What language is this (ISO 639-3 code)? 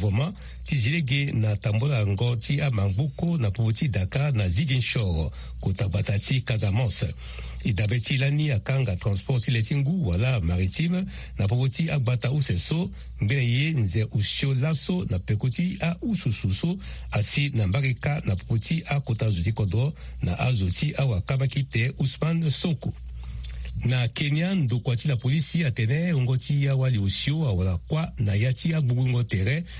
sag